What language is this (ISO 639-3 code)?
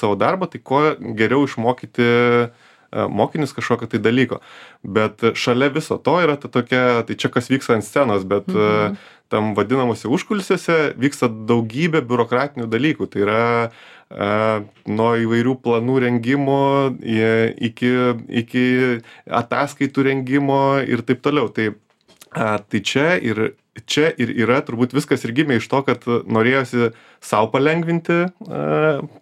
lit